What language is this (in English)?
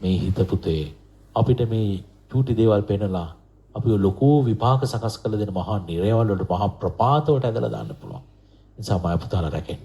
Sinhala